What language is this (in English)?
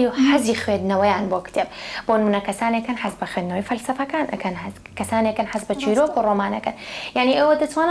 Central Kurdish